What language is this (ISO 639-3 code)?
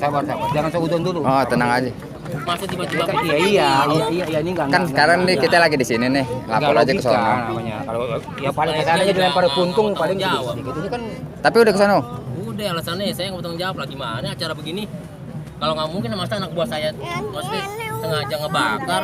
bew